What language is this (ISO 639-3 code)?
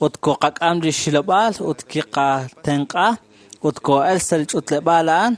kek